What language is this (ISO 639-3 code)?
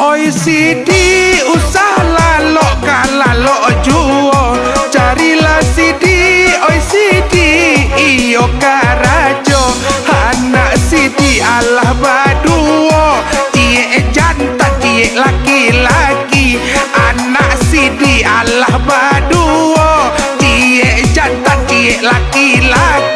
min